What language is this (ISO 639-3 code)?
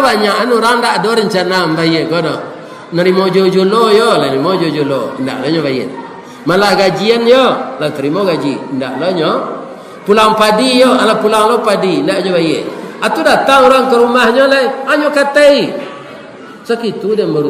min